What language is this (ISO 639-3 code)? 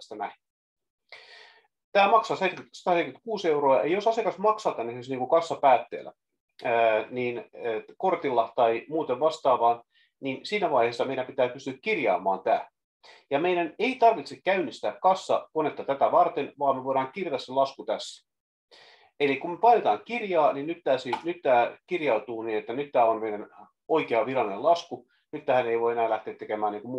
fin